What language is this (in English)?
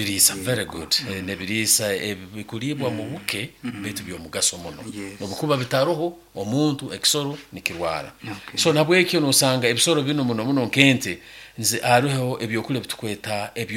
Nyankole